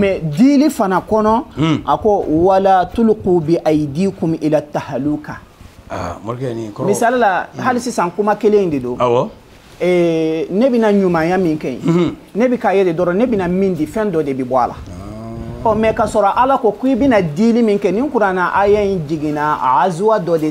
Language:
Bambara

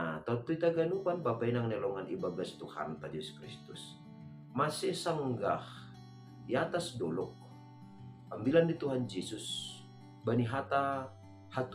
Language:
Batak Simalungun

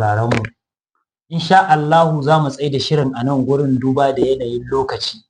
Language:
Hausa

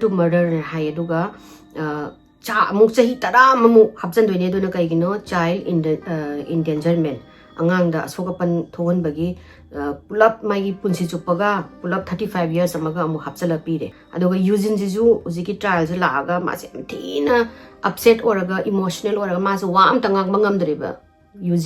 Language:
Manipuri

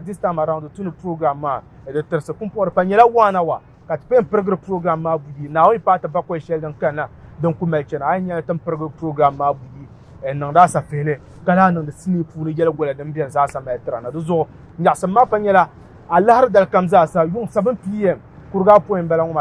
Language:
Dagbani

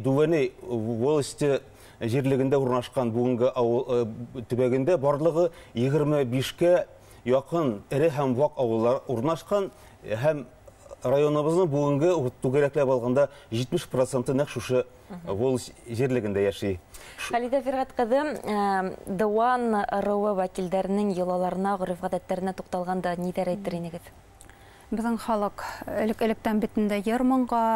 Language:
Bashkir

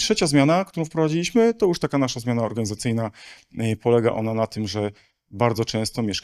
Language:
Polish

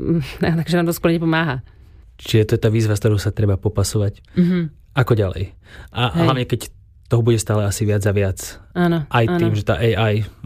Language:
Slovak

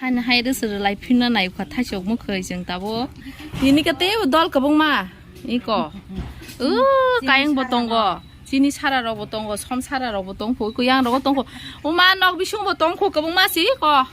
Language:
Kok Borok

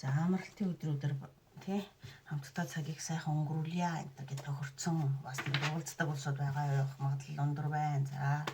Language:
Mongolian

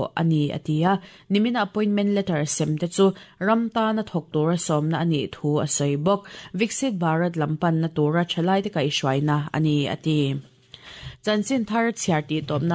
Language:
Mizo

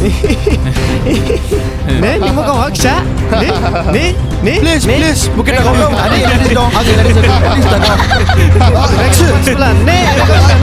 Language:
Dimasa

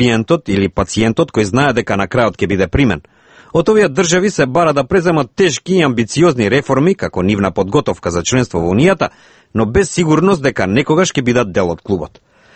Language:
Macedonian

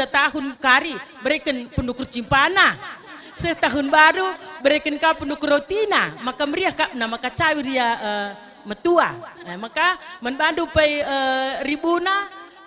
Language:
Batak Karo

